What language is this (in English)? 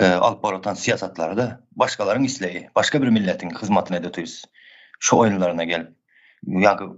Turkmen